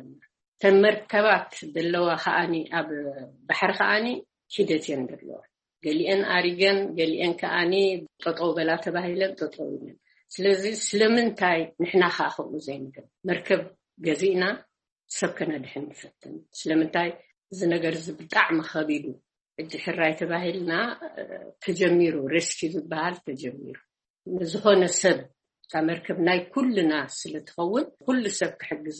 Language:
Tigrinya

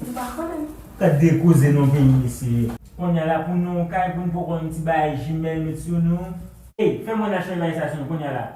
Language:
Haitian Creole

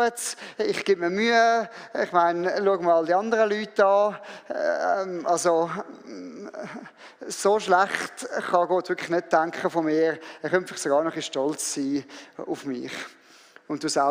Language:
Swiss German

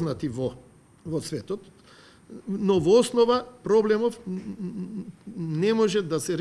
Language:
Macedonian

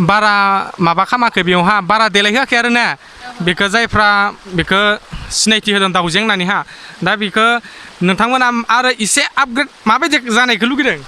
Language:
Bodo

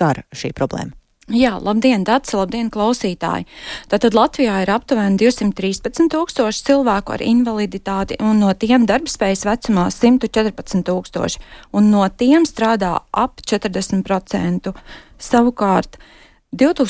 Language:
Latvian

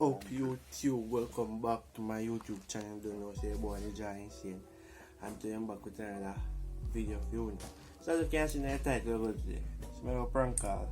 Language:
Jamaican Creole English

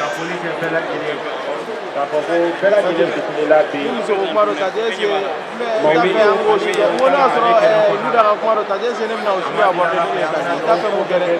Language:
Bambara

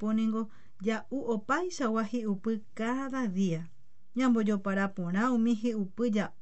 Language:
Guarani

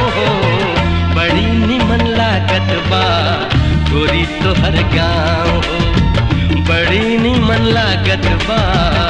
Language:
Bhojpuri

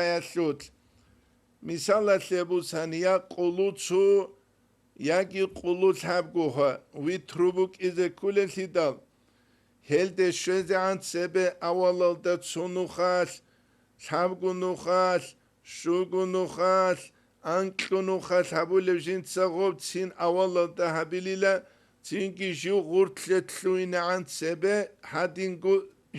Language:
Avaric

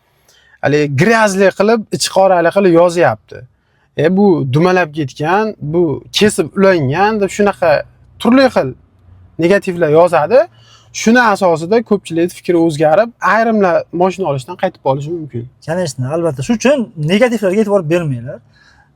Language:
Uzbek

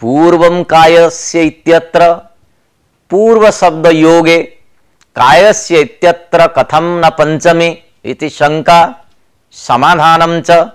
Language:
Sanskrit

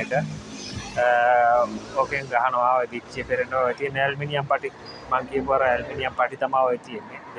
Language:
Sinhala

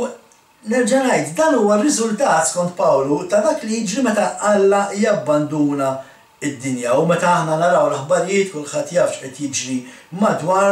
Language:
Maltese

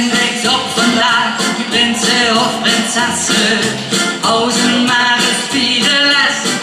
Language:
Limburgish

